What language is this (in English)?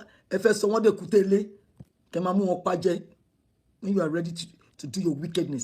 Yoruba